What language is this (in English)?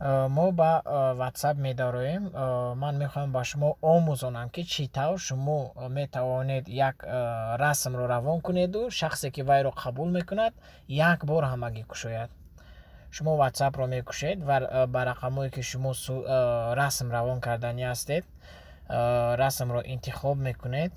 Tajik